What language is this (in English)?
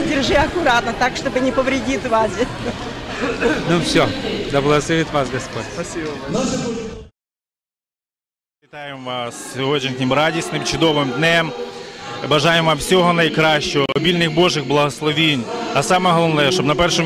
Ukrainian